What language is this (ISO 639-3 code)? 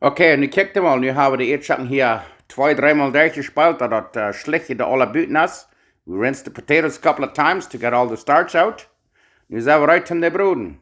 pdt